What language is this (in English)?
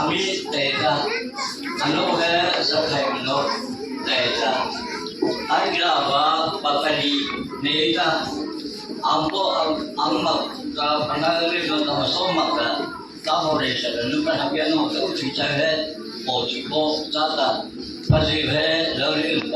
Mara Chin